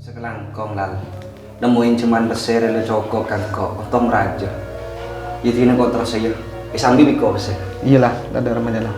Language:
Madurese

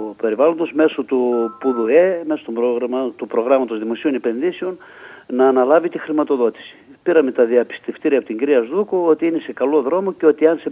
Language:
Greek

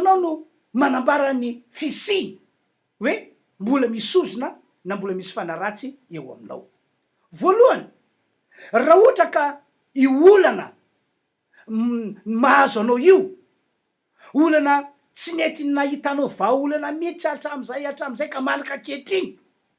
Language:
Malagasy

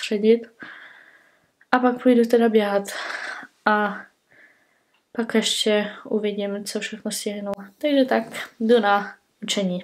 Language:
Czech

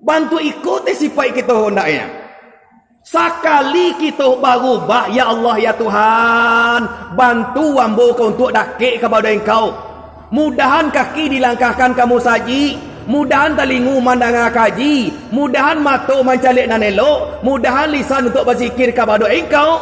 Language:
Minangkabau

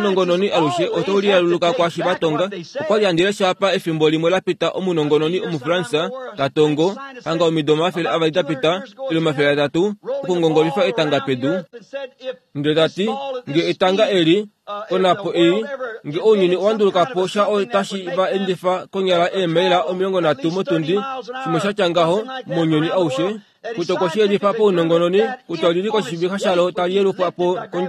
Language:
Kuanyama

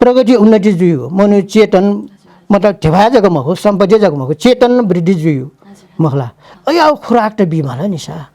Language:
Newari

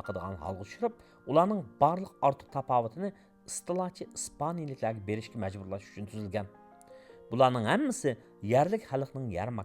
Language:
Uyghur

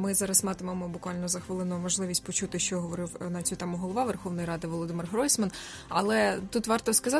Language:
Ukrainian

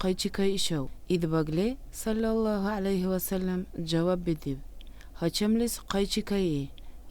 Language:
Dargwa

